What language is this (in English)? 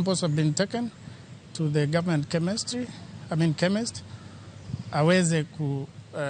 Luo (Kenya and Tanzania)